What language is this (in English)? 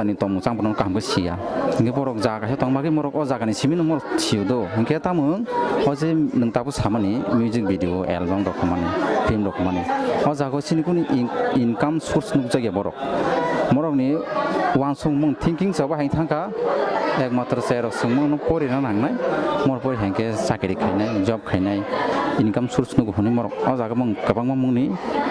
Kok Borok